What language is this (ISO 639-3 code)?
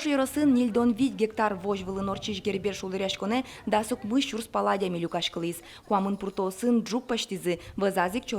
udm